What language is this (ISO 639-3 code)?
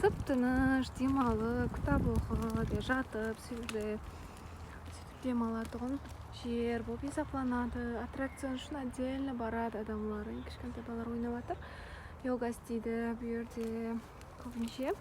kaa